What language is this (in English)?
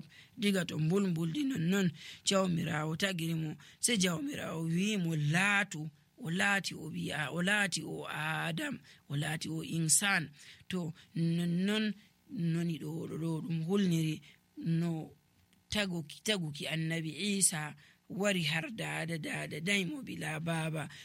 Nigerian Fulfulde